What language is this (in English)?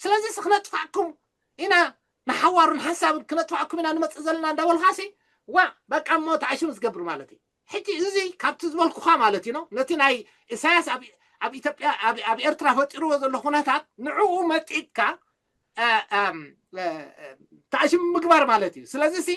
Tigrinya